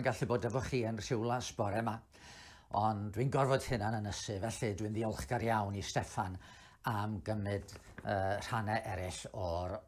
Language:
Welsh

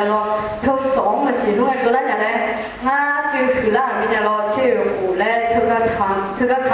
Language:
Akha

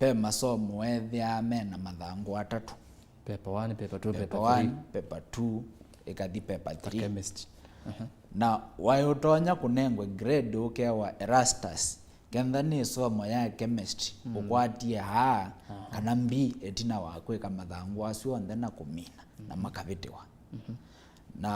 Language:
Kamba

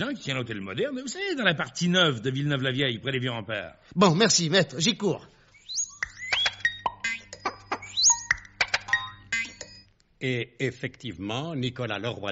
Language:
French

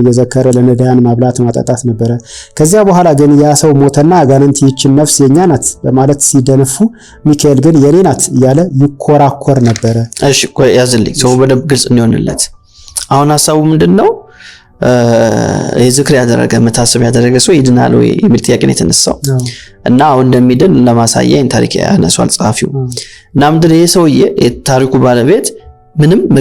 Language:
Amharic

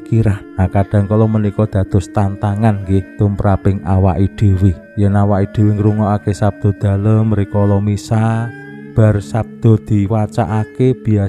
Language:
Javanese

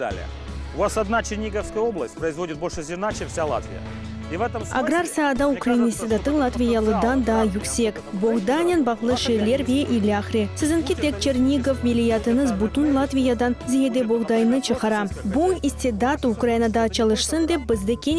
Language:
Crimean Tatar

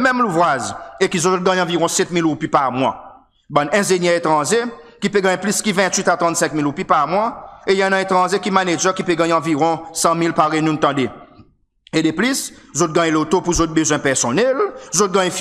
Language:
Seselwa Creole French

